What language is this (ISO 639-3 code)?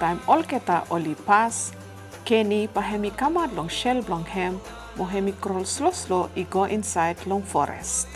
bis